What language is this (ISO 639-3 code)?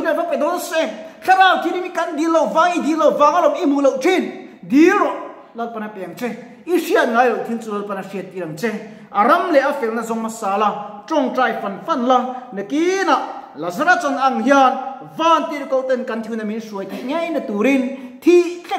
lus